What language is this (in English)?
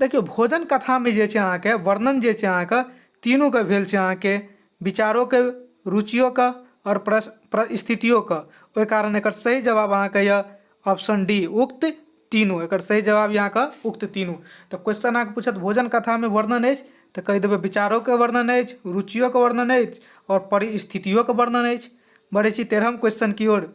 Maithili